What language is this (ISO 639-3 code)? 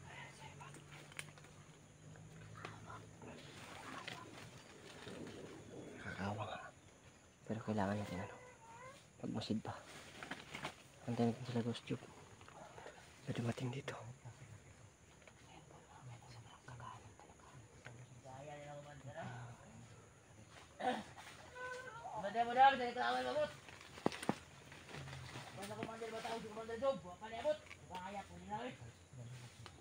fil